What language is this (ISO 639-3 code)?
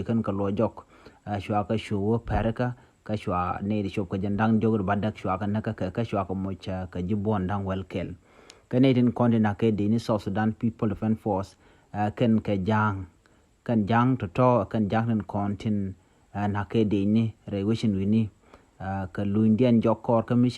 nus